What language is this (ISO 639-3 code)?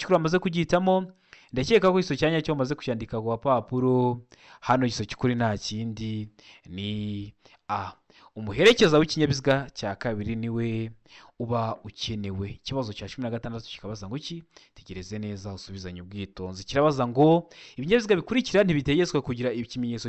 kin